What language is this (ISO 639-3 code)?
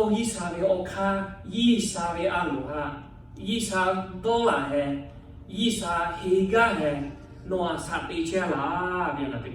lhu